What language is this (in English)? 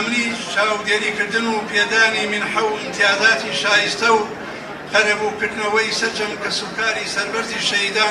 Central Kurdish